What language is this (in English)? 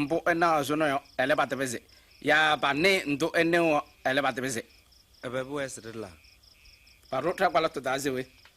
Kabiyè